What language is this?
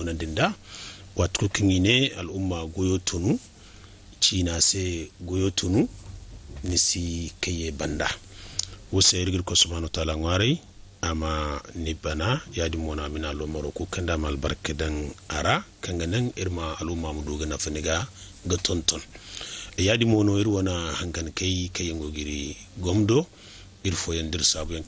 Zarma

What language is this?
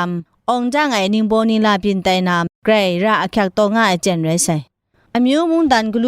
Kachin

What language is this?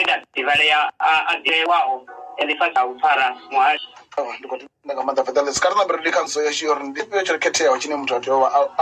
Venda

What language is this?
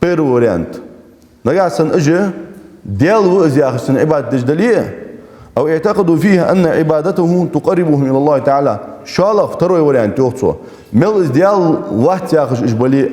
Ingush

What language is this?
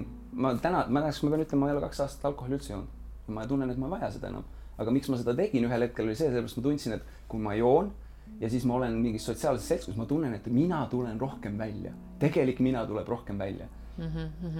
Estonian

